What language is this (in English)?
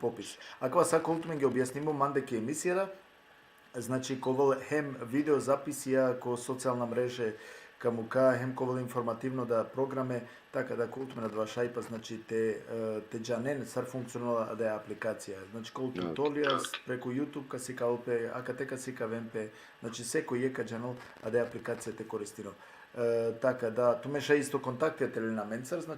Balkan Romani